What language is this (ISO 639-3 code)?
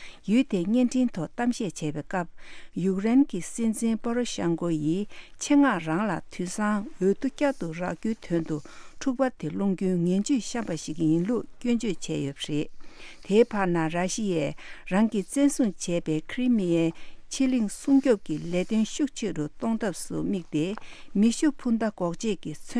bod